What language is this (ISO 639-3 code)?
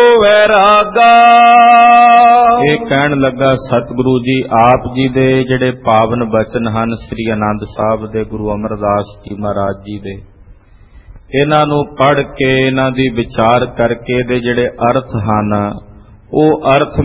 pan